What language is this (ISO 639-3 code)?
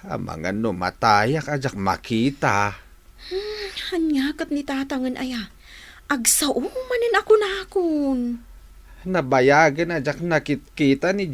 ilo